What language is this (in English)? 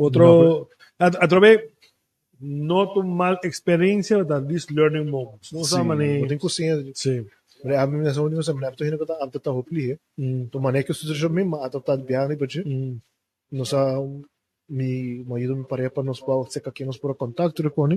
Papiamento